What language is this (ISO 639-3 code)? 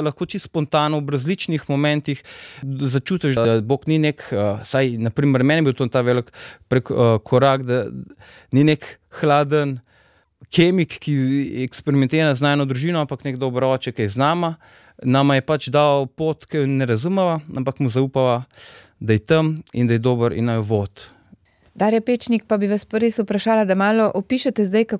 slv